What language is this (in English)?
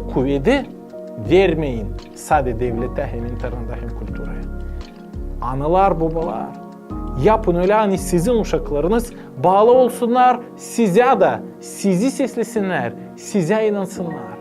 Gagauz